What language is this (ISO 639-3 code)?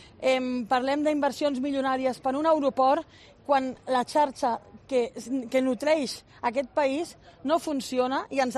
cat